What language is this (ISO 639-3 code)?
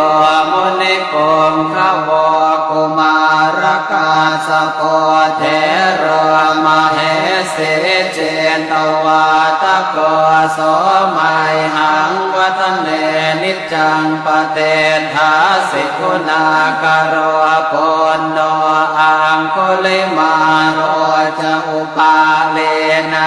pli